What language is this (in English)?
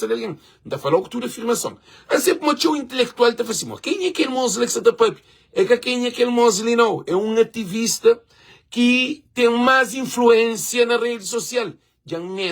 Kabuverdianu